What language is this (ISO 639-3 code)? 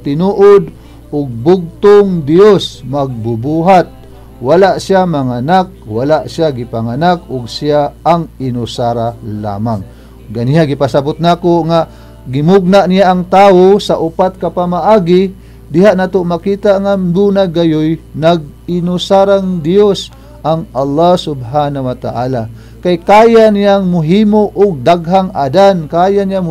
ceb